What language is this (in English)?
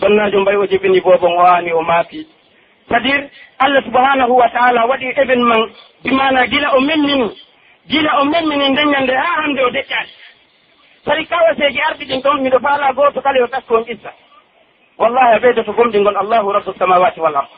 Pular